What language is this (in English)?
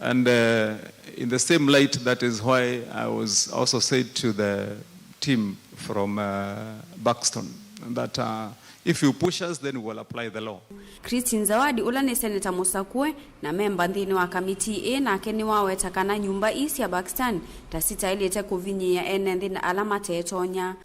Kamba